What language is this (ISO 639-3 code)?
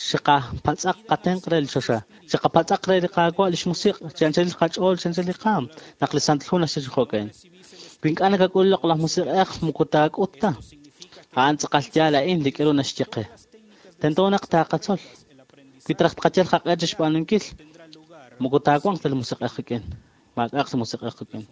kek